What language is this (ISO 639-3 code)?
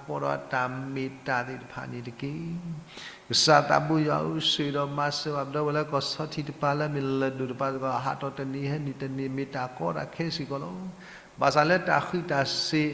ksw